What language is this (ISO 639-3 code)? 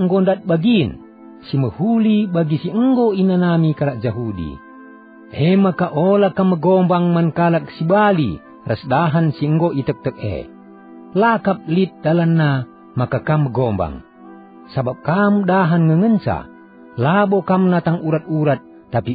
btx